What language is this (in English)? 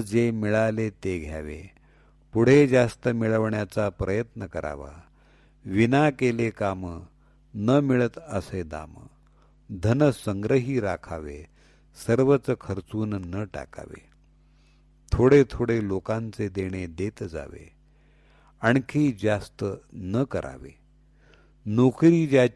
Marathi